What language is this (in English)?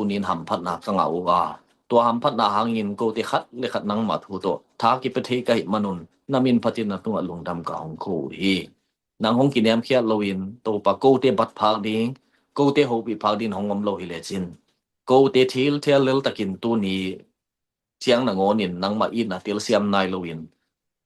Tedim Chin